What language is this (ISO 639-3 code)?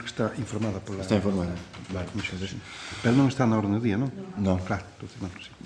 glg